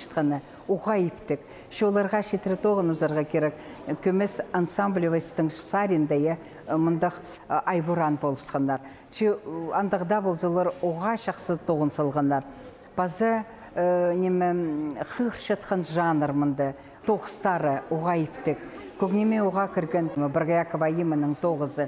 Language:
Khakas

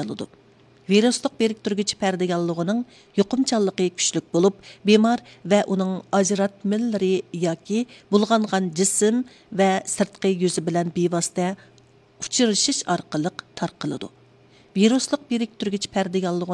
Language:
Uyghur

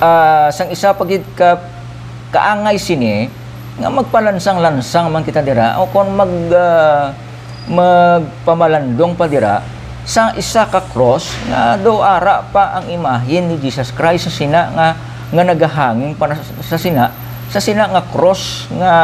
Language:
Hiligaynon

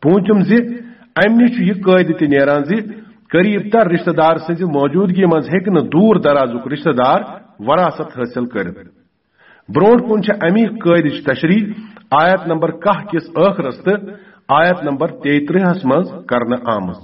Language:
Kashmiri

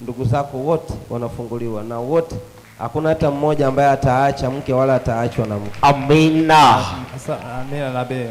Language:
Swahili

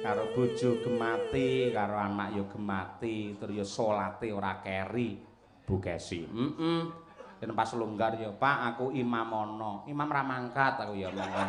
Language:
Javanese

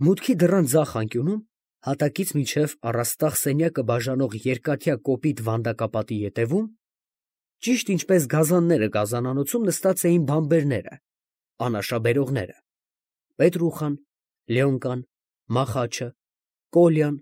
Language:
Armenian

